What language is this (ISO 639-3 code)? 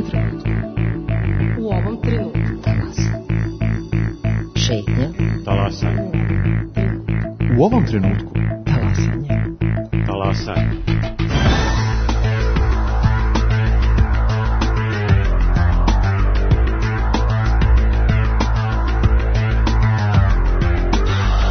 srp